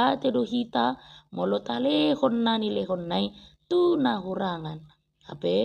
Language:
Batak Toba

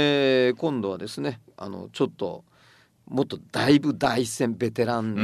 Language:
Japanese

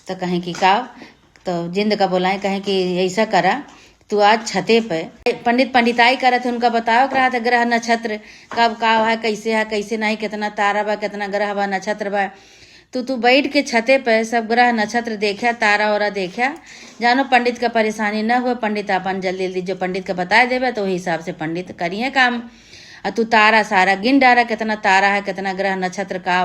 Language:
Awadhi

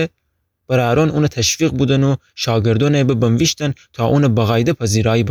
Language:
Gilaki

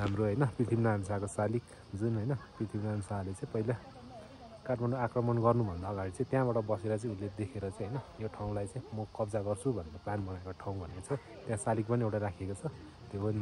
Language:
Nepali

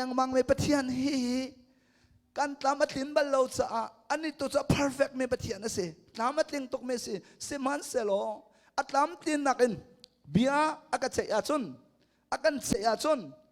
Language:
Hakha Chin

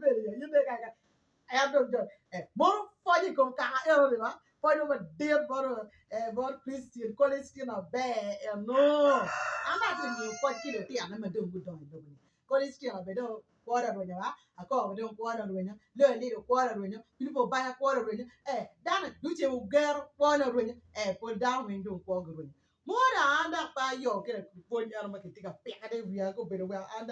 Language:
Acoli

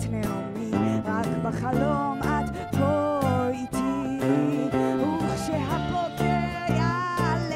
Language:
Hebrew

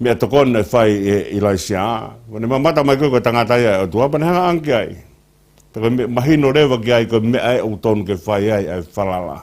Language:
Tongan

